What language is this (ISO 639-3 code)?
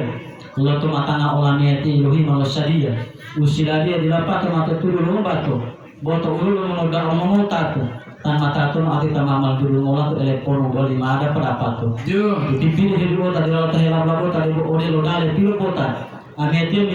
gor